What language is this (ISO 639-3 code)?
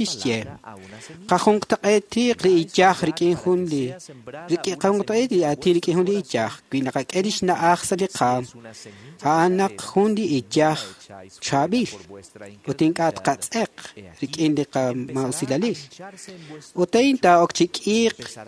kek